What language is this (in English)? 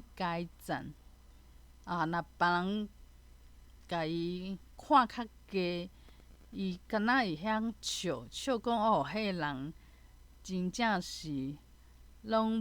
Min Nan Chinese